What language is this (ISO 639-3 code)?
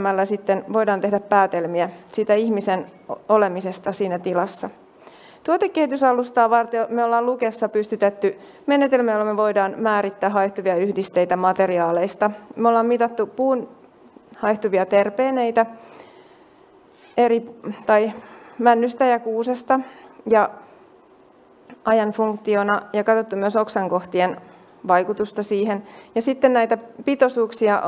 fin